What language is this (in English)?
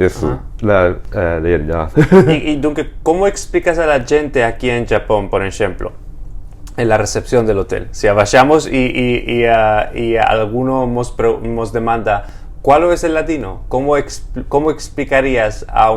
Ladino